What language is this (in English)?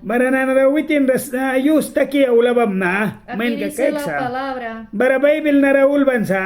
Mískito